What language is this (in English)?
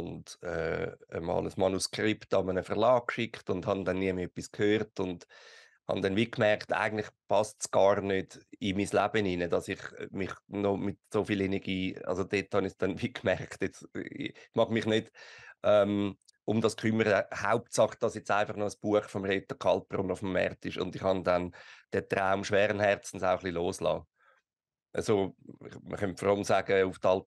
Swiss German